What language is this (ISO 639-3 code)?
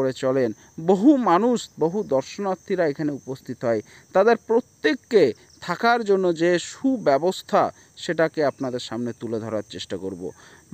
ben